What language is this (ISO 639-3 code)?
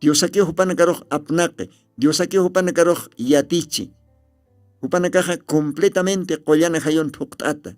aym